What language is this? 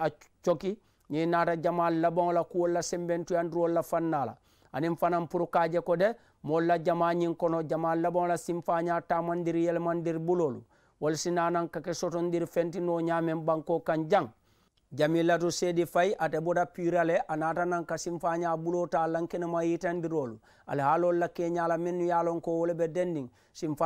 Mandingo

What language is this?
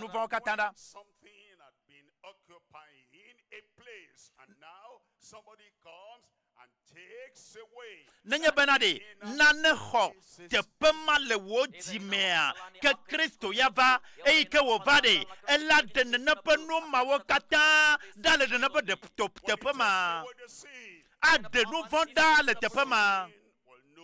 Ewe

